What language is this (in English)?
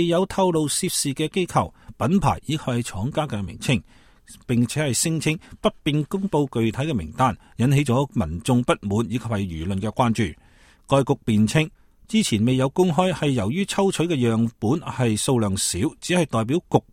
Cantonese